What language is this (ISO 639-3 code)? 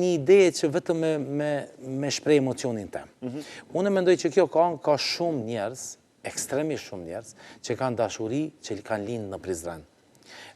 sqi